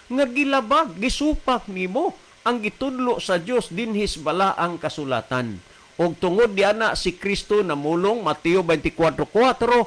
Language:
Cebuano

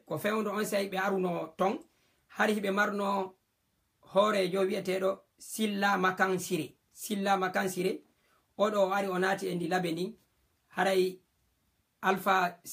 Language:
Fula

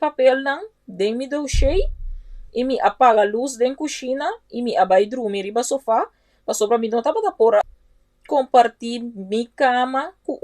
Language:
Papiamento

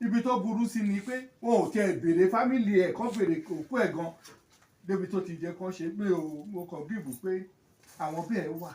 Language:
Yoruba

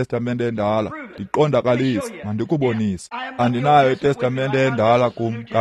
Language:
Xhosa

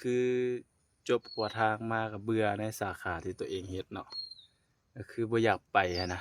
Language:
Lao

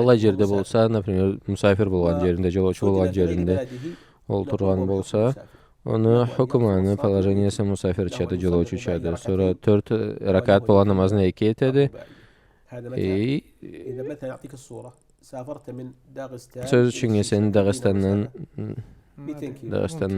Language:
Karachay-Balkar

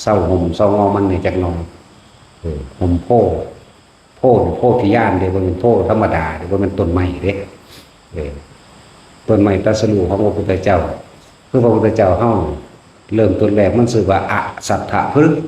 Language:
Northeastern Thai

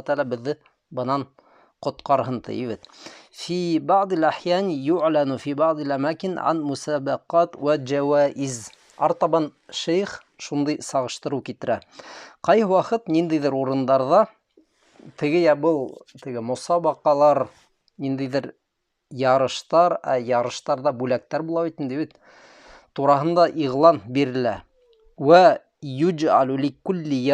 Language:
Bashkir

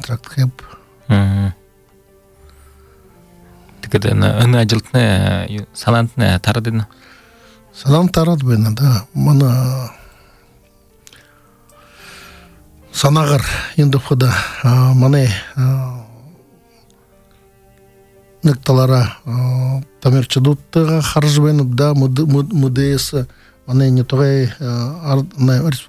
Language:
Buriat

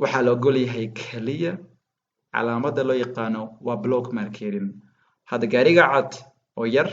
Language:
Somali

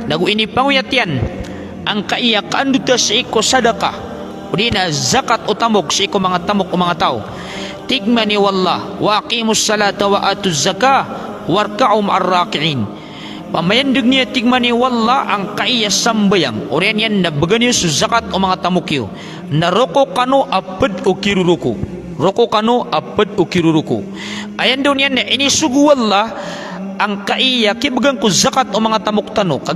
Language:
Maranao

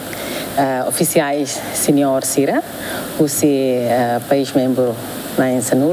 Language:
Tetum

